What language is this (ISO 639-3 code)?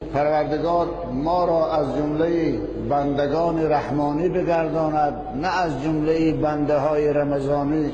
tgk